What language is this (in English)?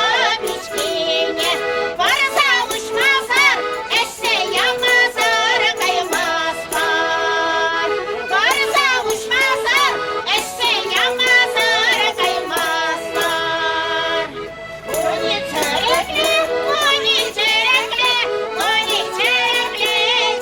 Chuvash